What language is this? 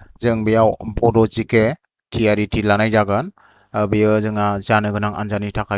Bodo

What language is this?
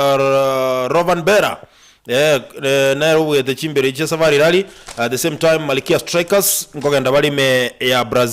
Gusii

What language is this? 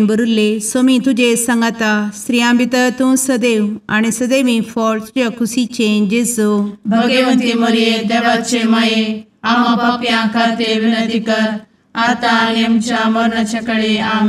Konkani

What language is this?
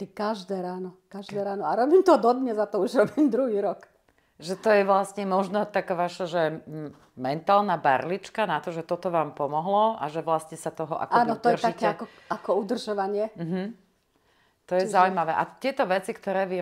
Slovak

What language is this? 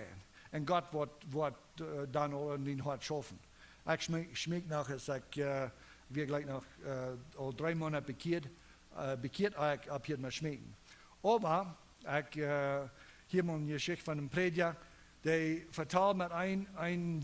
Plautdietsch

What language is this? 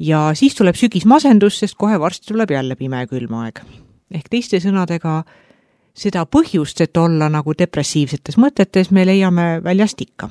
Estonian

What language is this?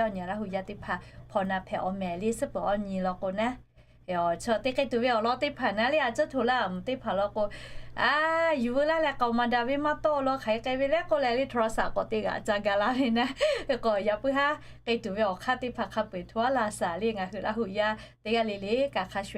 Lahu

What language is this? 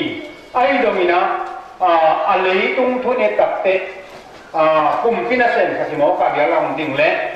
Tedim Chin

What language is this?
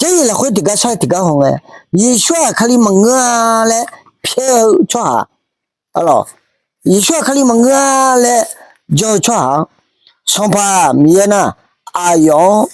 Akha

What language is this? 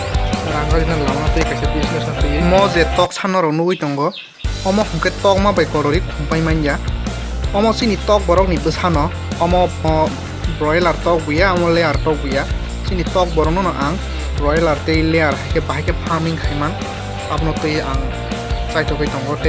Kok Borok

